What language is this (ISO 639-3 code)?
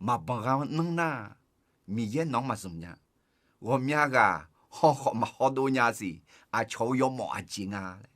ahk